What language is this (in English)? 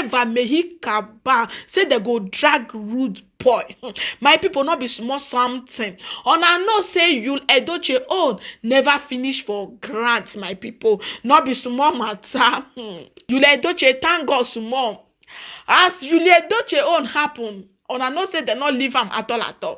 Nigerian Pidgin